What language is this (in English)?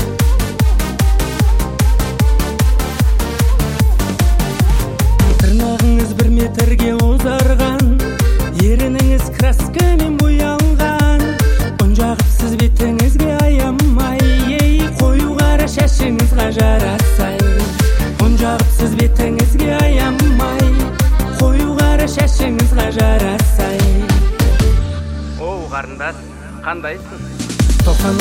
Kazakh